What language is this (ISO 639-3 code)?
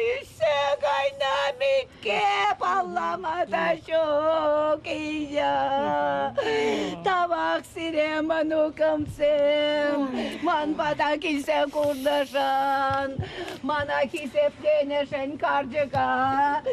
chv